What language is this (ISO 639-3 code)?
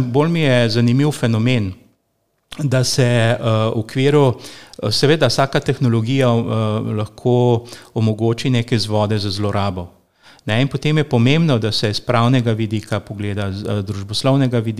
slv